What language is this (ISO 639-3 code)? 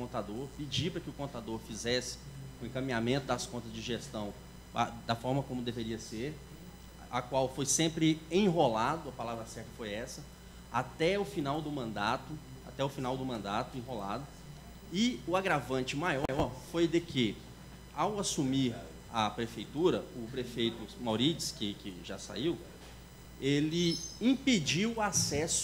por